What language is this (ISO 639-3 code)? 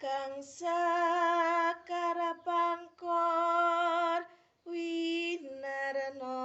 jav